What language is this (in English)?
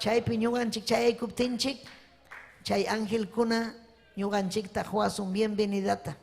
Ayacucho Quechua